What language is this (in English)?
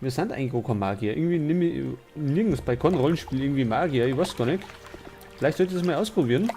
Bavarian